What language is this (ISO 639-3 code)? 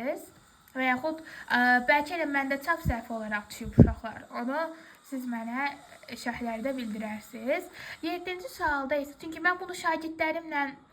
aze